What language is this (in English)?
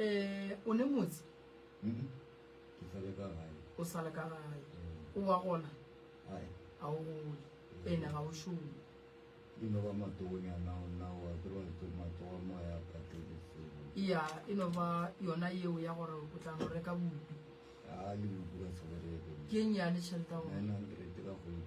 Northern Sotho